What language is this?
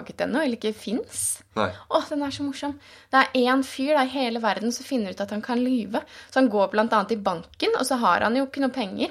Norwegian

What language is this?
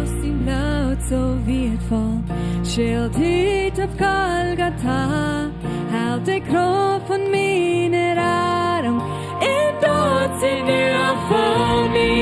Plautdietsch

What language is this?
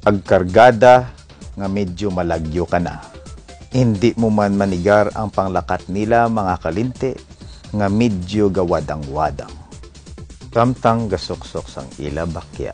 Hiligaynon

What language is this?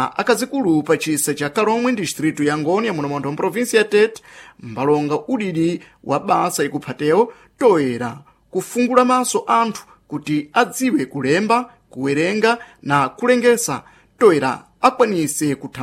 Sena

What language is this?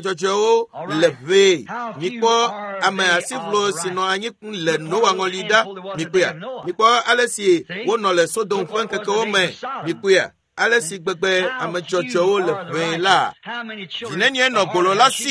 Ewe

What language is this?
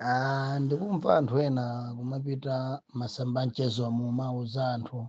Nyanja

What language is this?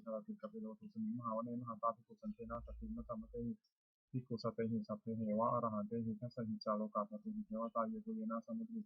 Pali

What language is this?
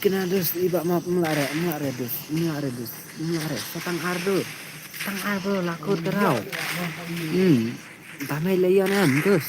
Khasi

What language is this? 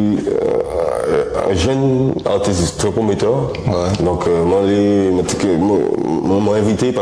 Guadeloupean Creole French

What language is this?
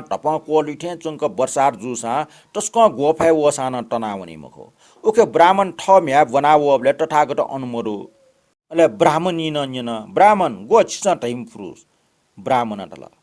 Newari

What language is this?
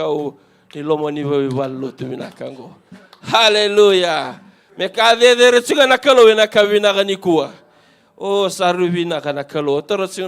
Fijian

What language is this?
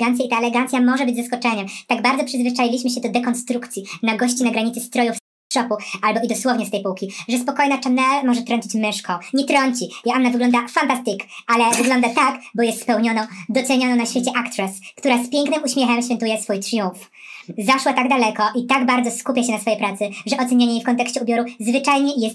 Polish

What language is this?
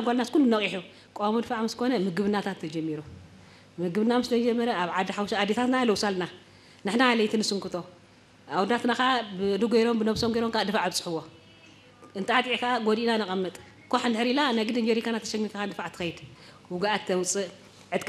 Tigrinya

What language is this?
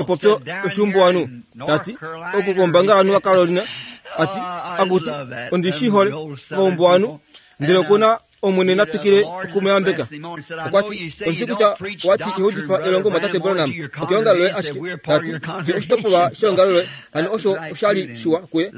Kuanyama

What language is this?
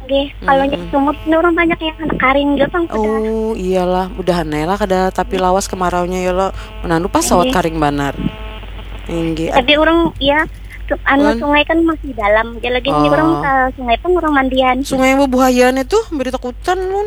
Banjar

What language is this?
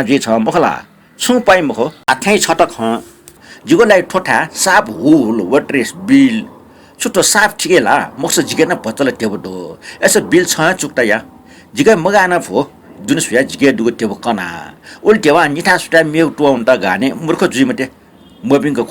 Newari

